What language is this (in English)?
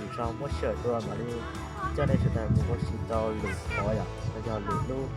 Hmong